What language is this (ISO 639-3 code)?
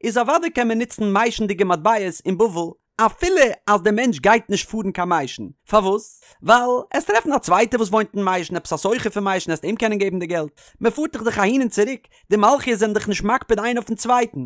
yid